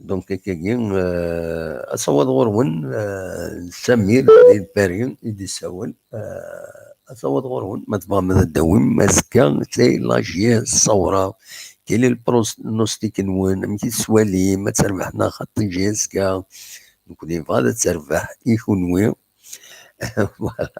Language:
Kabyle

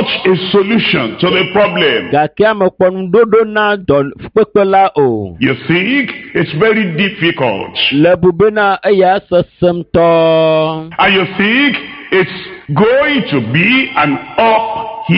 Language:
Ewe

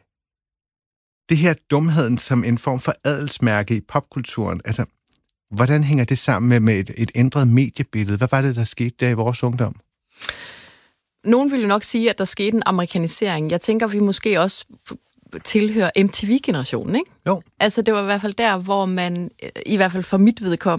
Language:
Danish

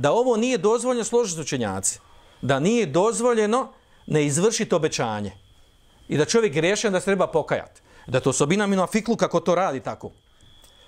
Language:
Bosnian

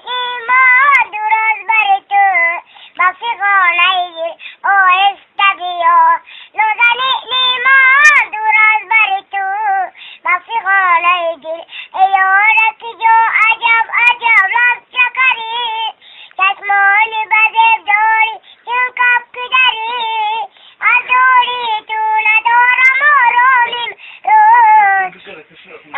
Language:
Tajik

